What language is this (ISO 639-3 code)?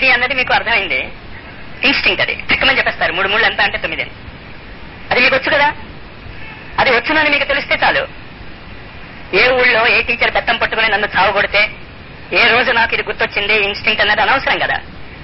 tel